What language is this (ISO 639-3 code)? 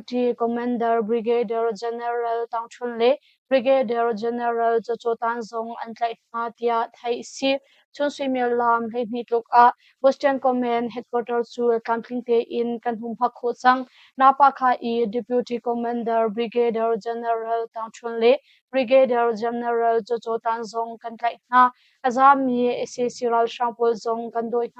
cnh